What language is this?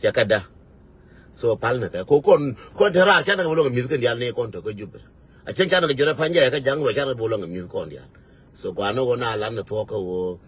Nuer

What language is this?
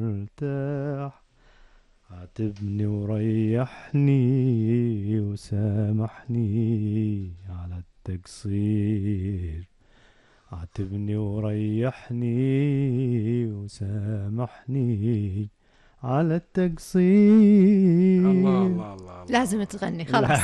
Gulf Arabic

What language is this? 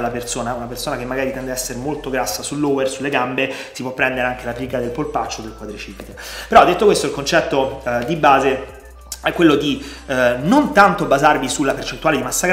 Italian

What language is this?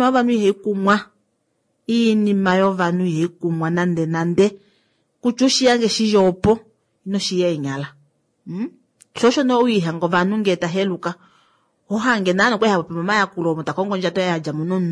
Kuanyama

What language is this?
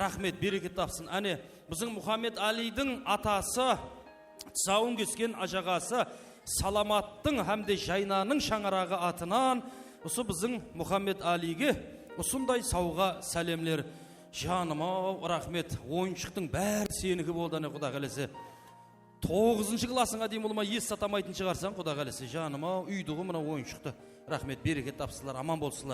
Kara-Kalpak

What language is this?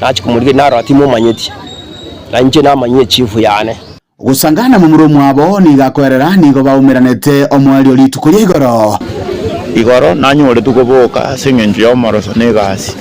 Gusii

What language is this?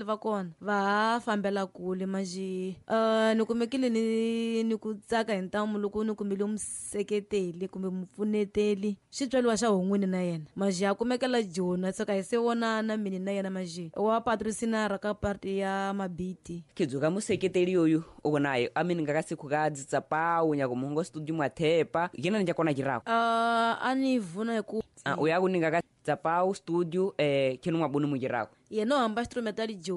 Tsonga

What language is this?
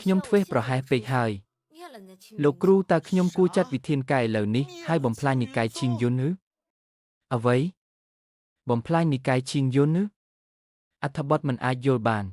Khmer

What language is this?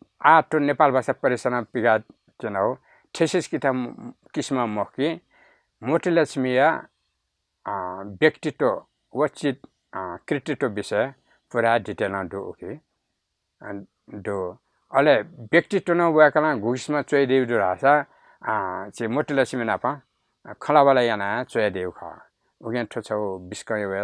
Newari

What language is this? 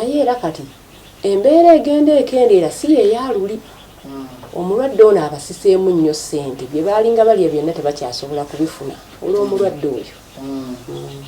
Ganda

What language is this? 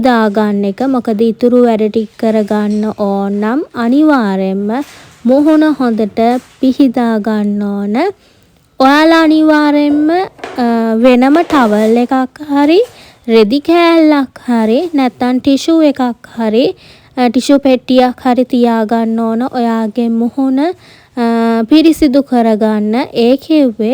Sinhala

